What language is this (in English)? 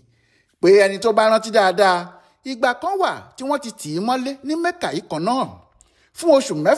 Yoruba